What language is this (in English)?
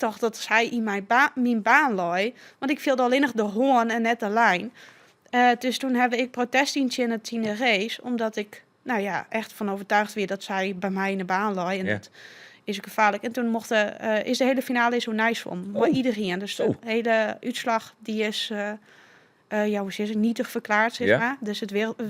Western Frisian